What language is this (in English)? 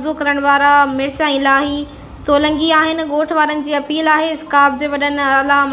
Sindhi